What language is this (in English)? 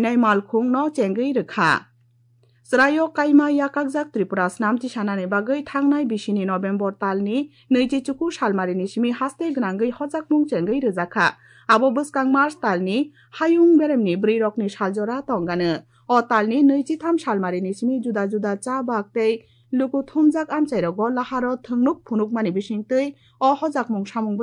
Kok Borok